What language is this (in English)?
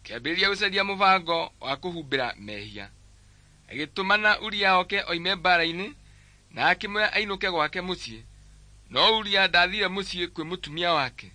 Kikuyu